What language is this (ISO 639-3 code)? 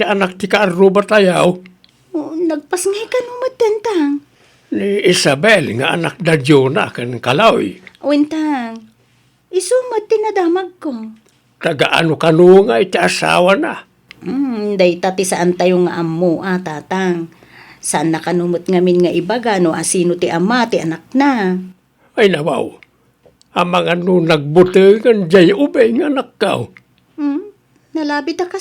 ilo